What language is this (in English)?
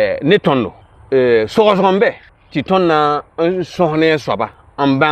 Mossi